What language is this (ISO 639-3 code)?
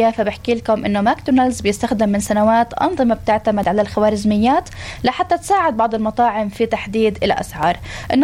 apc